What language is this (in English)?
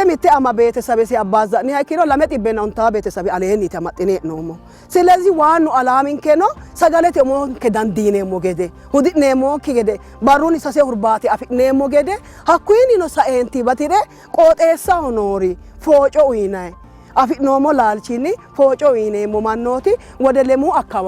Sidamo